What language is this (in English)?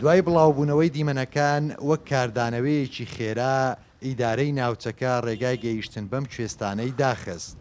Central Kurdish